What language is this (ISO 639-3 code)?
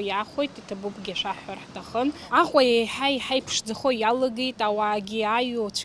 abk